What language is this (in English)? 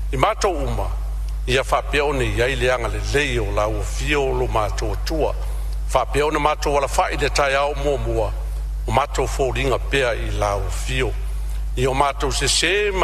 Samoan